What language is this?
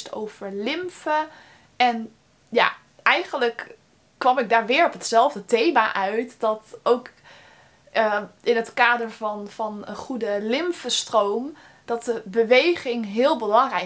Dutch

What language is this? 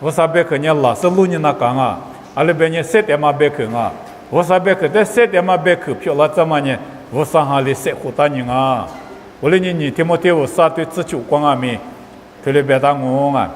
Lisu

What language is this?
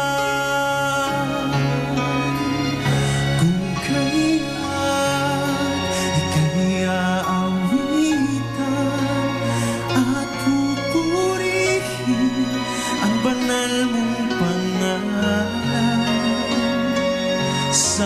Filipino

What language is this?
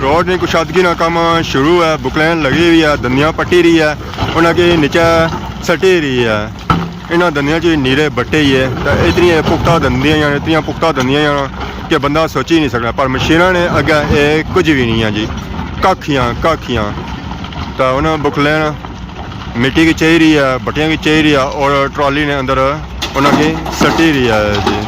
Pahari-Potwari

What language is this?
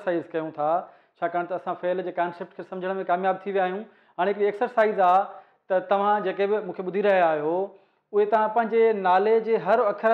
Sindhi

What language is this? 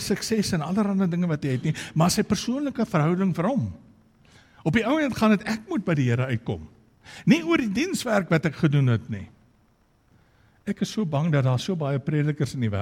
Afrikaans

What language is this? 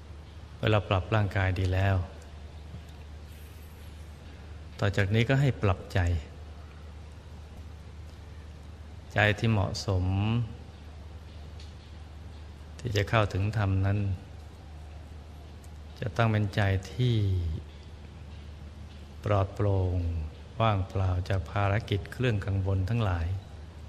Thai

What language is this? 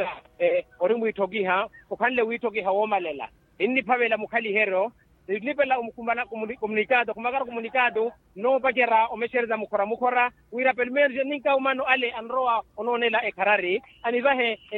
Makhuwa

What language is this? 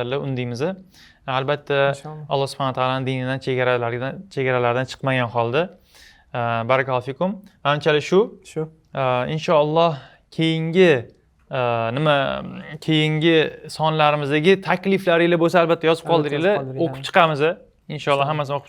Uzbek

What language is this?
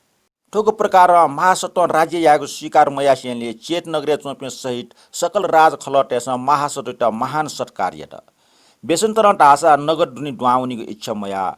Newari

